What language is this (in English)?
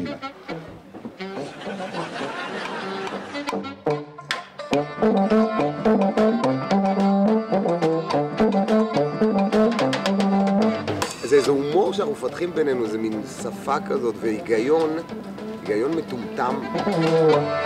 Hebrew